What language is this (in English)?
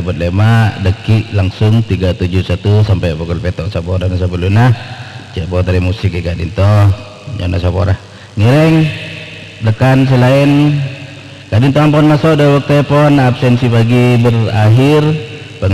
Madurese